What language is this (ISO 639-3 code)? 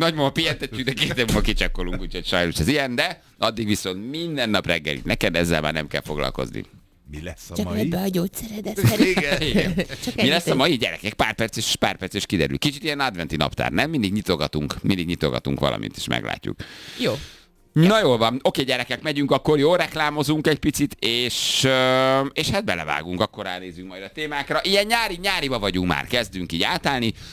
hun